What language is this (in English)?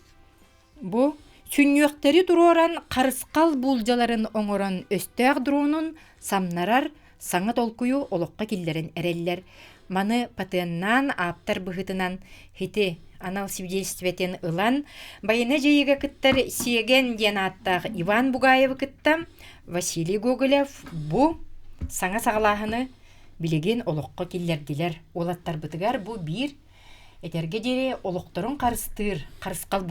Yakut